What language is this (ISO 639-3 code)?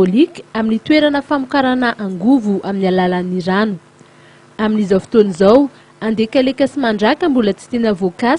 mlg